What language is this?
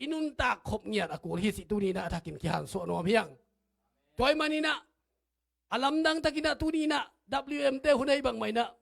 Tedim Chin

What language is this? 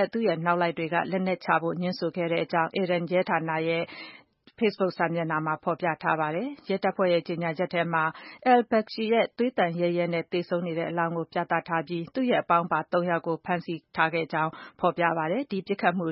Burmese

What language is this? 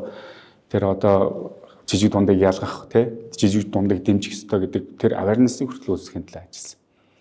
Mongolian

